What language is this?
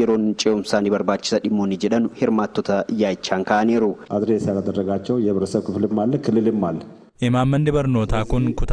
Oromo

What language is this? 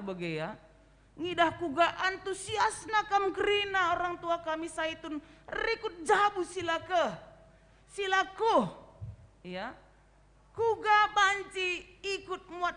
Batak Karo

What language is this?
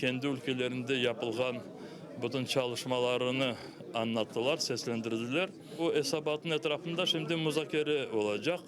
Crimean Tatar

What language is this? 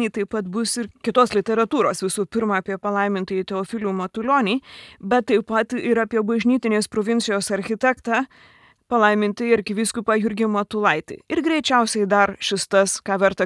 Lithuanian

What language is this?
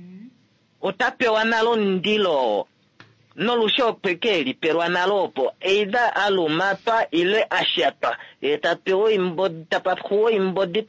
Kuanyama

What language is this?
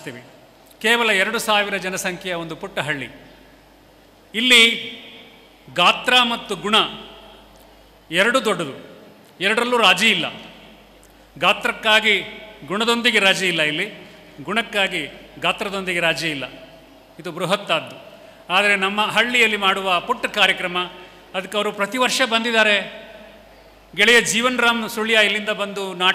Kannada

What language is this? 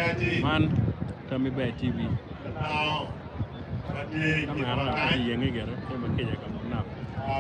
Acoli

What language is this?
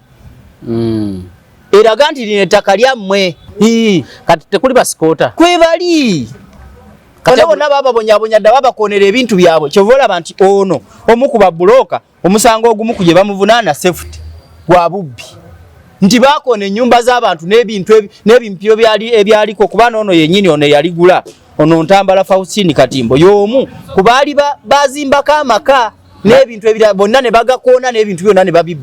Ganda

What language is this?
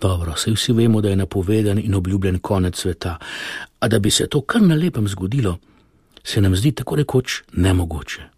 Slovenian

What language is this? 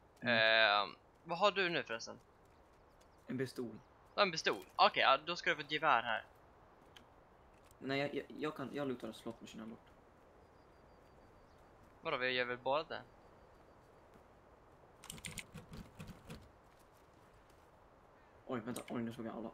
Swedish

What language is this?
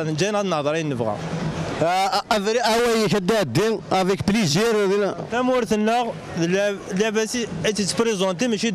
Kabyle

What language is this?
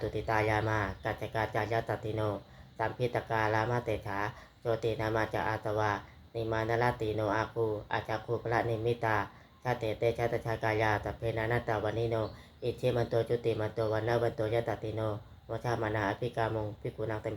Pali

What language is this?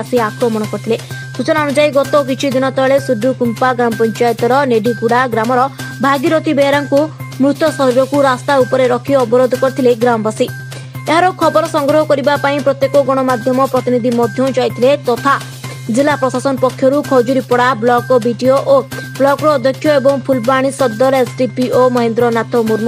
Odia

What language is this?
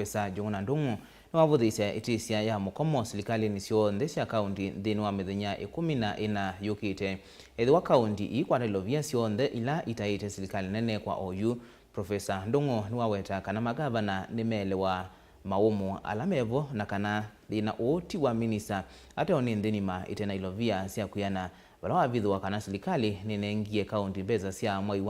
Kamba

